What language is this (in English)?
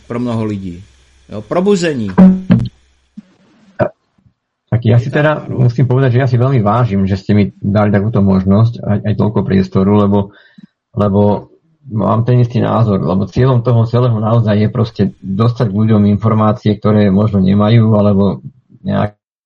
Slovak